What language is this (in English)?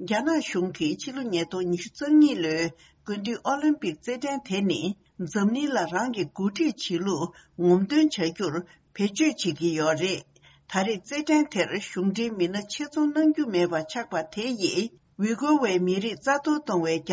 Tibetan